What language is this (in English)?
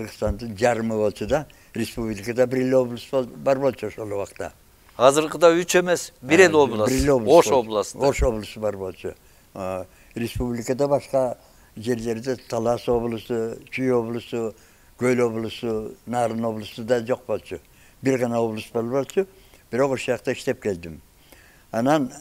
Kyrgyz